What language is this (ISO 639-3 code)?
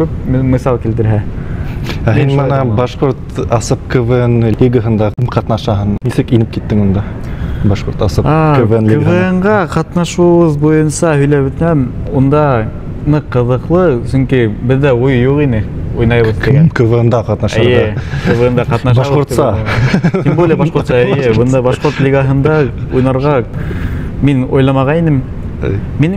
bak